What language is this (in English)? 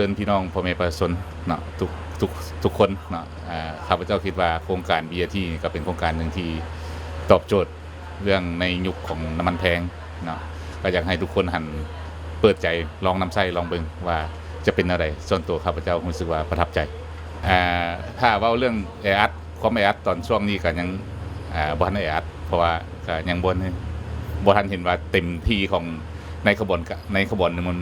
Lao